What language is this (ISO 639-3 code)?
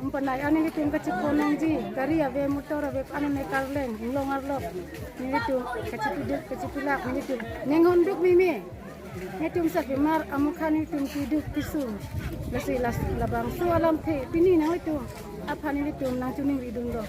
mjw